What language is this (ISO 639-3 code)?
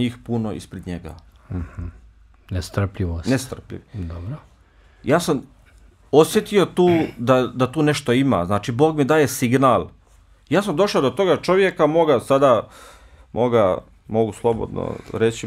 bos